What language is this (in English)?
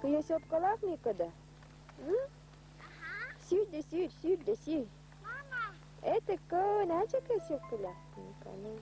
Yakut